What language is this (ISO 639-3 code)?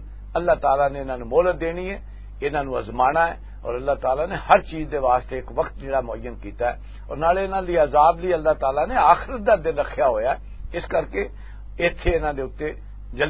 lah